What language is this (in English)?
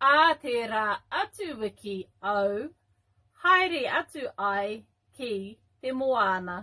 Māori